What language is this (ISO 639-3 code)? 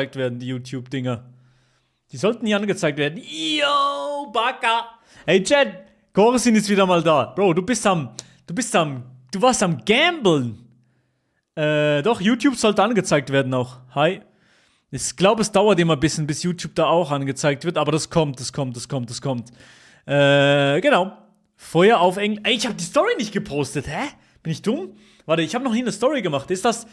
gsw